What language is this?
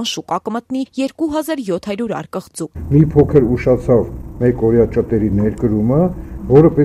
Armenian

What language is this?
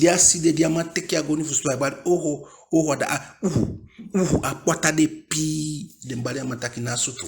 Eastern Maroon Creole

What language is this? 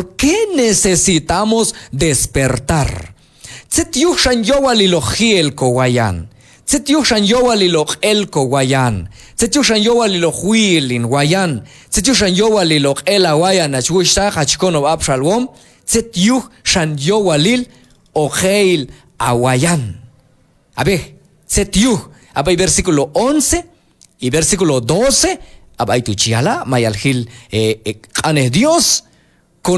Q'anjob'al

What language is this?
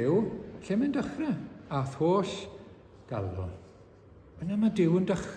Welsh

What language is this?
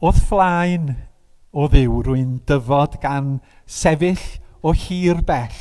Welsh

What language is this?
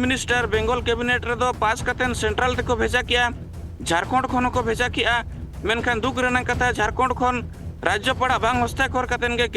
Santali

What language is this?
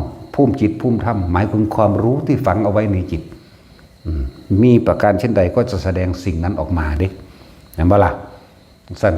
Northeastern Thai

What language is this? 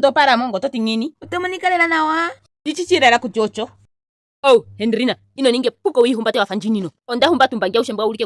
Ndonga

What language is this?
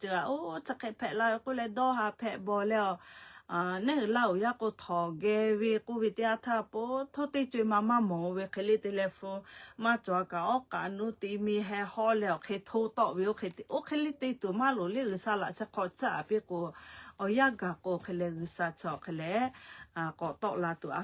Lahu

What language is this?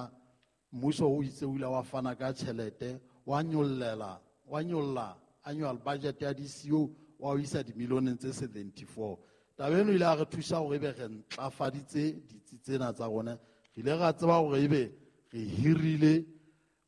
Southern Sotho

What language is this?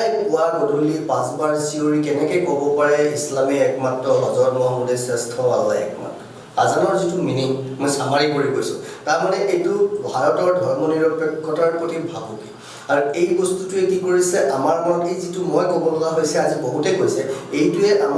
Assamese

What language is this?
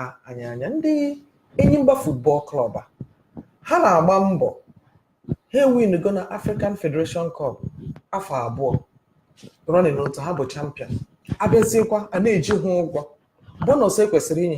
Igbo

